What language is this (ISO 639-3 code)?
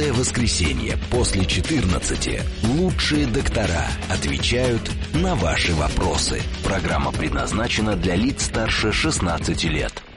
rus